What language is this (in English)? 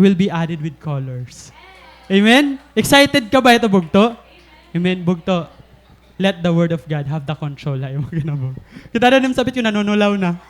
Waray